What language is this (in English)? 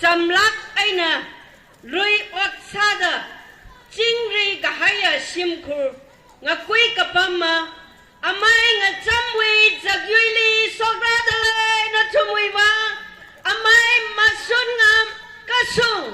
Tangkhul Naga (India)